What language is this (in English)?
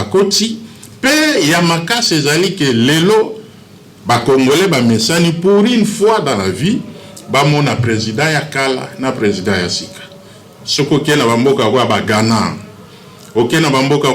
Lingala